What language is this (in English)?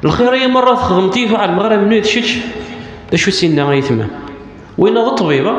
Kabyle